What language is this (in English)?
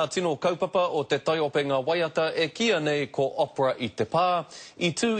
Māori